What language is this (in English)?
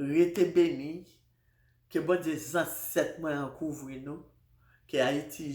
Haitian Creole